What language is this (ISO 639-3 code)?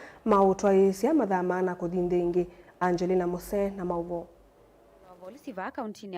kam